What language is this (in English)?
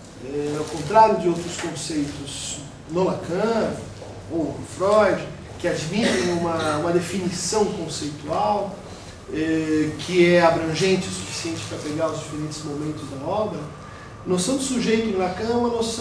Portuguese